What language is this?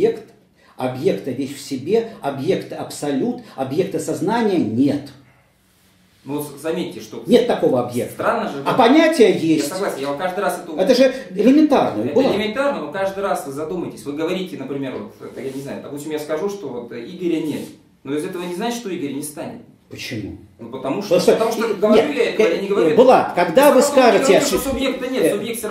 Russian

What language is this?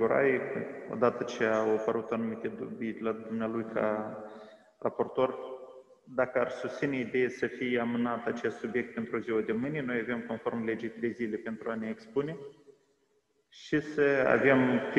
Romanian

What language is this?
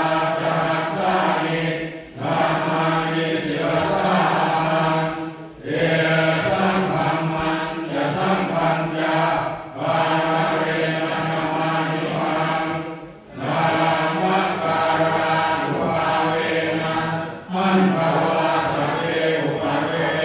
Pali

